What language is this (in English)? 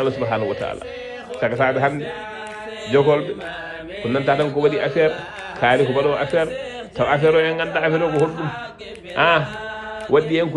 Fula